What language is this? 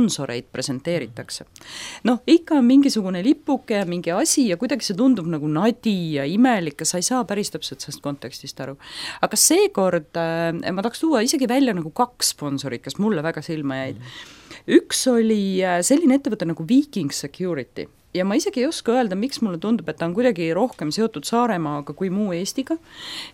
Estonian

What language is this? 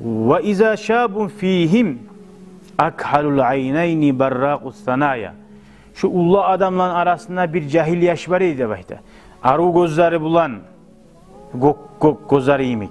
Kumyk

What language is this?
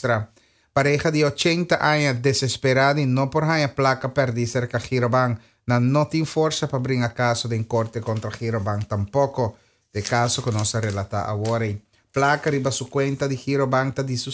Papiamento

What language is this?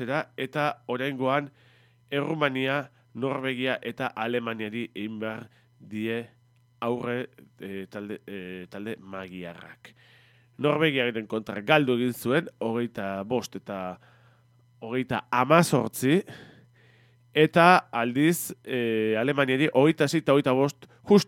Basque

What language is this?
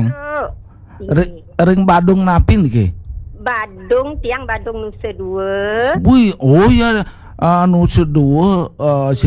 Balinese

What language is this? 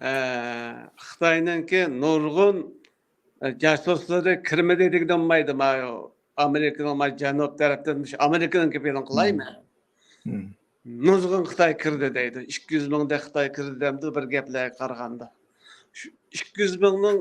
Uyghur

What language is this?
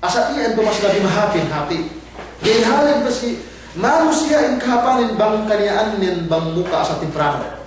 Yakan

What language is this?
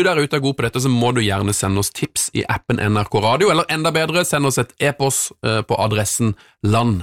Norwegian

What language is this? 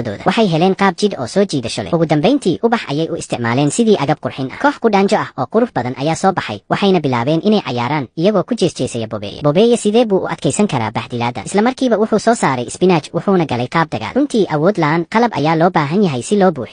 Somali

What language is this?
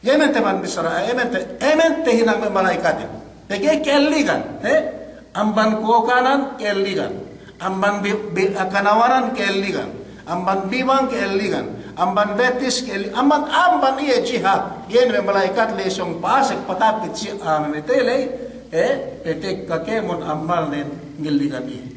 Yakan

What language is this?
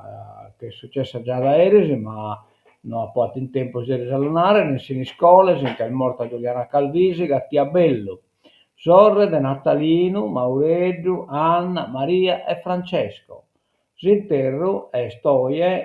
Sardinian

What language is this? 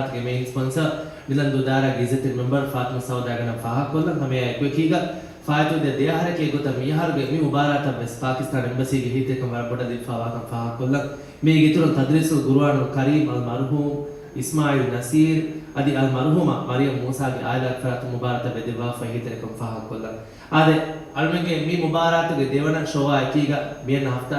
Divehi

